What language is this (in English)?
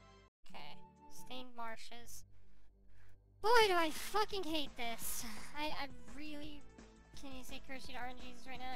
English